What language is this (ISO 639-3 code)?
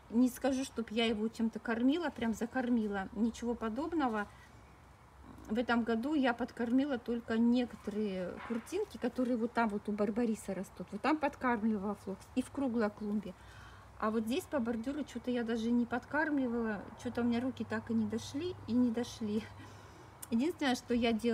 rus